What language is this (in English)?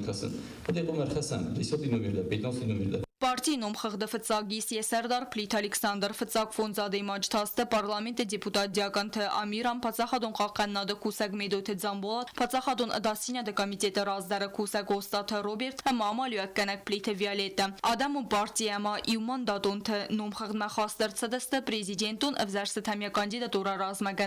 Ossetic